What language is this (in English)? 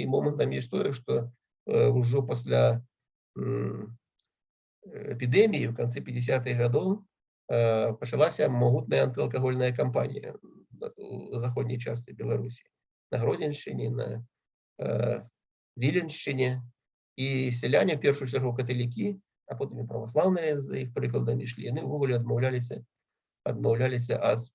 Belarusian